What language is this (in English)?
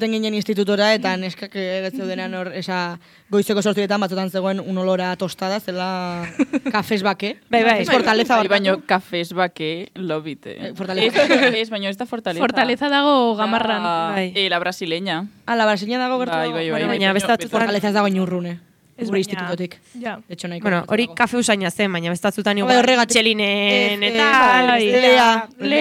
Basque